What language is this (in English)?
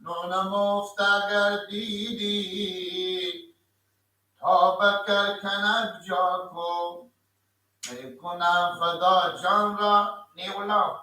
Persian